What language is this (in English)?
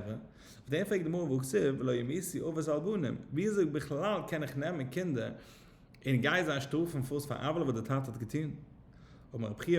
Yiddish